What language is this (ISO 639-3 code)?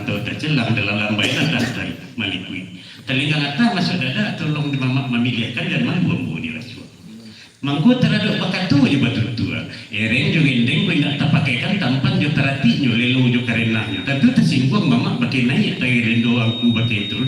min